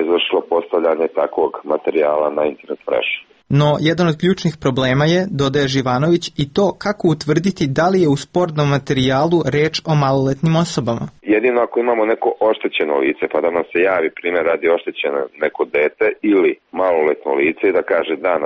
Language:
Serbian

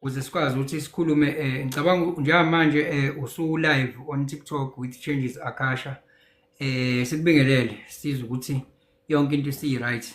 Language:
Zulu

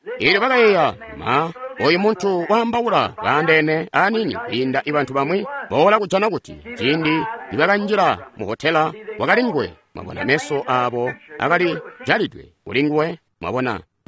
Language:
Tonga (Zambia)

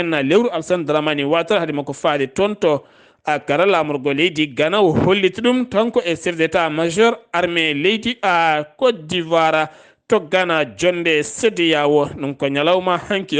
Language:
Fula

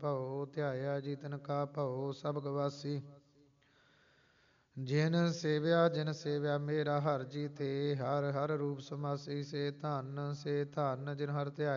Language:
Punjabi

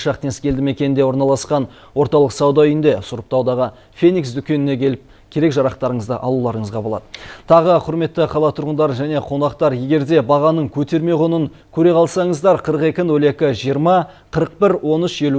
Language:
Kazakh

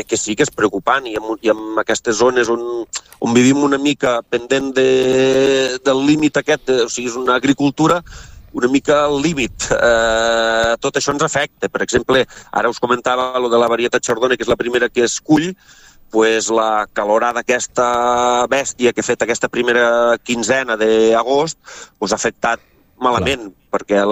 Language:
Catalan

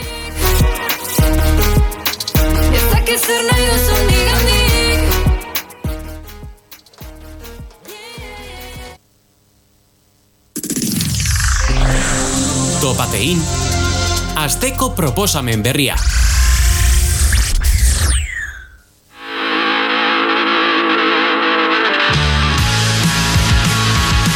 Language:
Basque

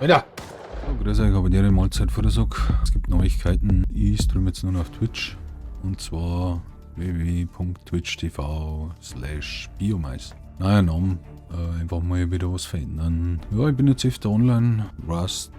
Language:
Bavarian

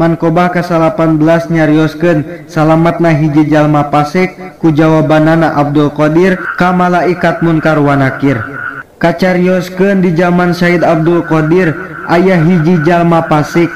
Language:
Sundanese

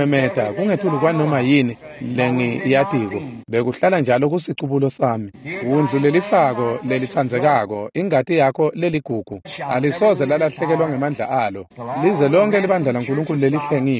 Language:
Swati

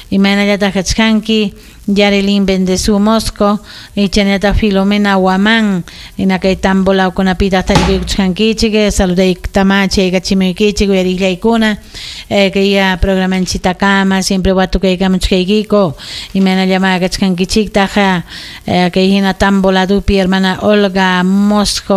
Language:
Ayacucho Quechua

